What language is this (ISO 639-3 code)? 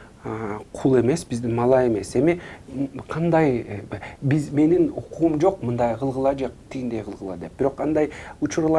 kir